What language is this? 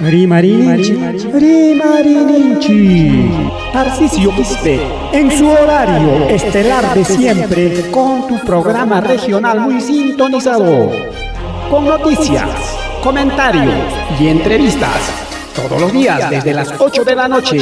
Ayacucho Quechua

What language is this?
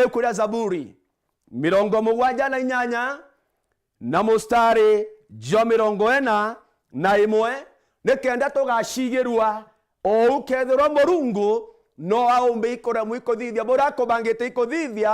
Meru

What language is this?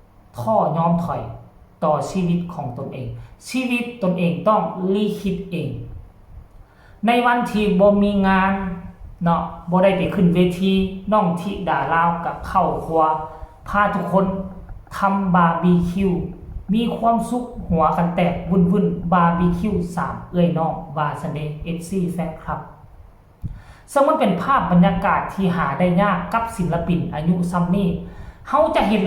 Lao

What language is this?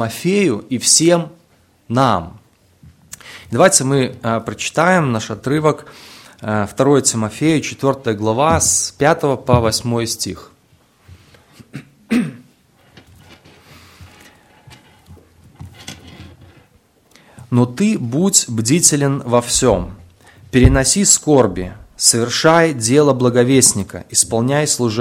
Russian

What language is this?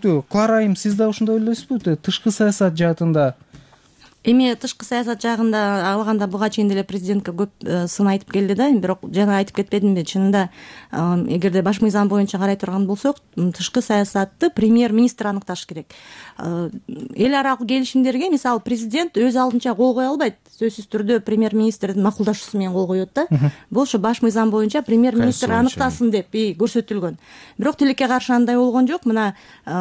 Kyrgyz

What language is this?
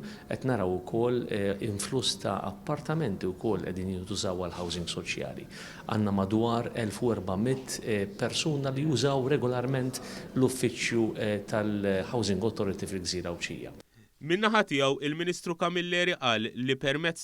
Maltese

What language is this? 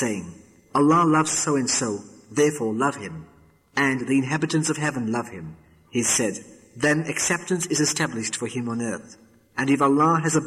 English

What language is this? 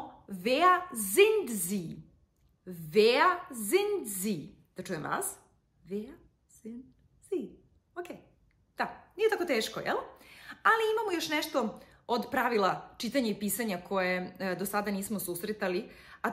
Serbian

